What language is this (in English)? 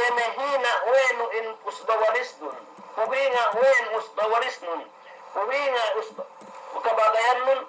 Yakan